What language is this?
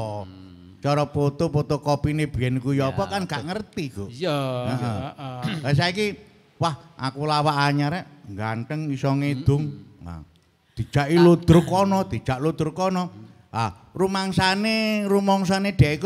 Javanese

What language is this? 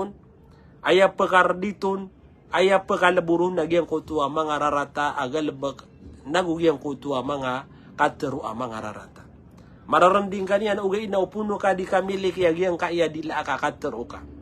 Maranao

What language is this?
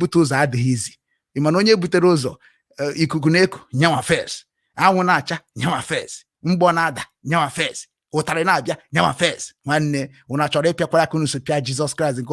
Igbo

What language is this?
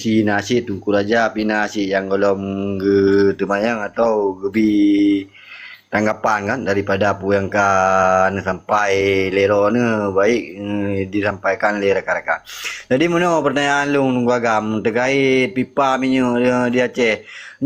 Achinese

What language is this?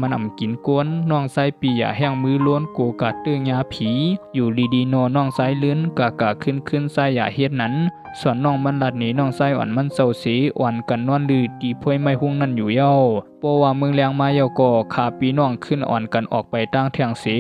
Shan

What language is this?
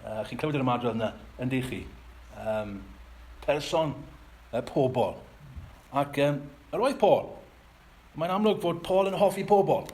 Welsh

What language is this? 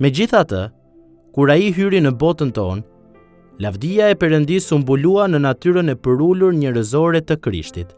Albanian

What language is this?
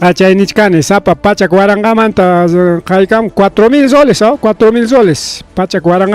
Ayacucho Quechua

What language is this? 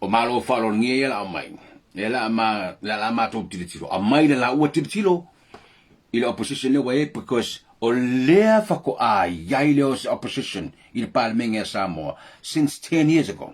Samoan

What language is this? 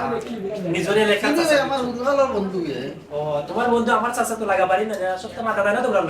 Sylheti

